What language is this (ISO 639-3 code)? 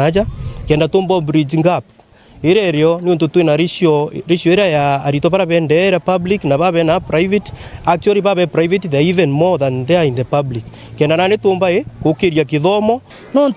mer